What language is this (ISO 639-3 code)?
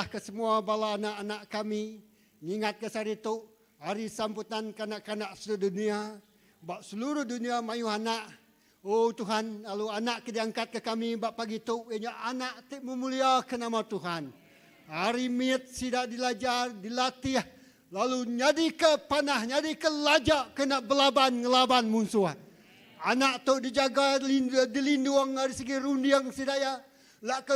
iba